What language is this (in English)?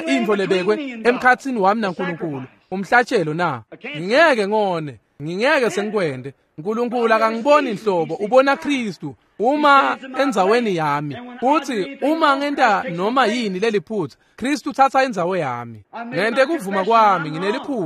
Swati